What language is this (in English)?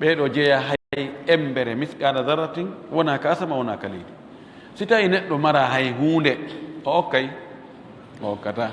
Fula